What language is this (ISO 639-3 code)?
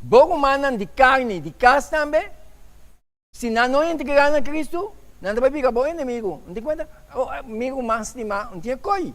pap